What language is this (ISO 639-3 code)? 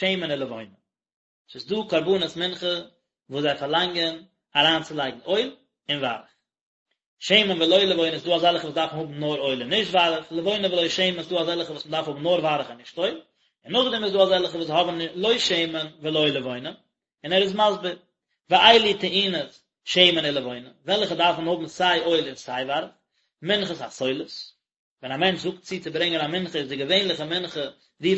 yid